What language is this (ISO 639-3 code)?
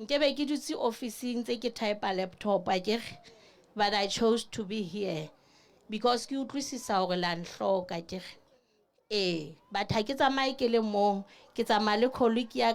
sot